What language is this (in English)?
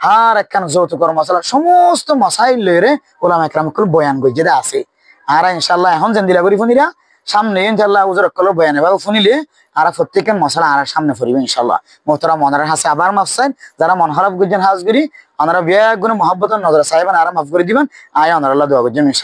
Rohingya